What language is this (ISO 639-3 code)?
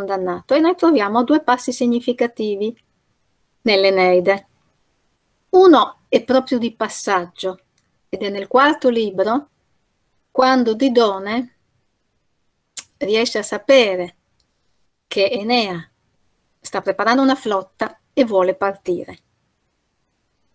ita